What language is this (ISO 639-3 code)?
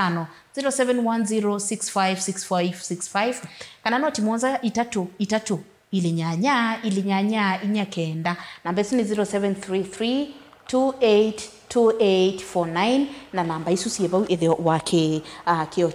kam